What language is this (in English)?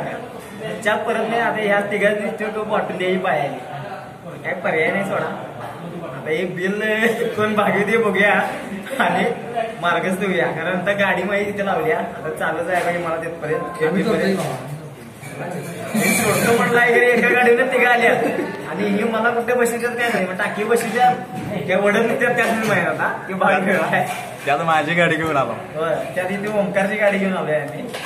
Marathi